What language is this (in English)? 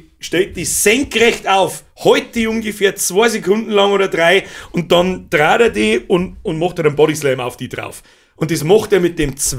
Bavarian